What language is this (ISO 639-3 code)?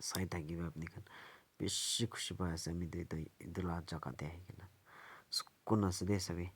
nag